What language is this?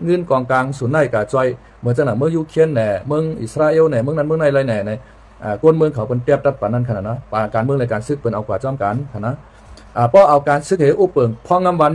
Shan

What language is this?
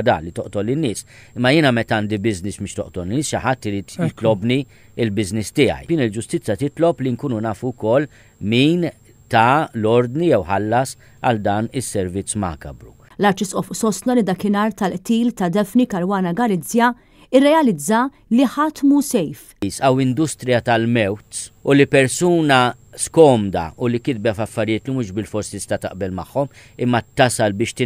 Maltese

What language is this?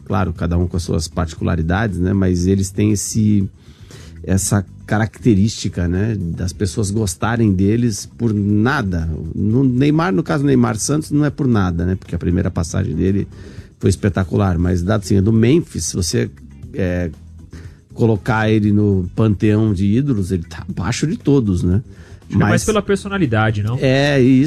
Portuguese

